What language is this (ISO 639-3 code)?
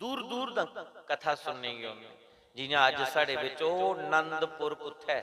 doi